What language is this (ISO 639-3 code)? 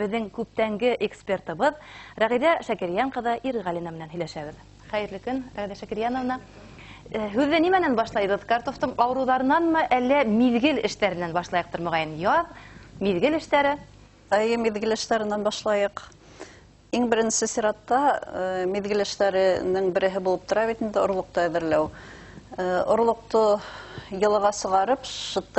bak